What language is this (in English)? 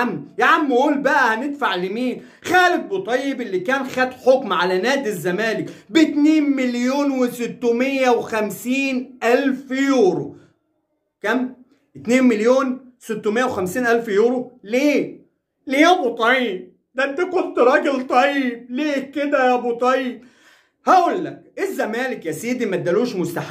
Egyptian Arabic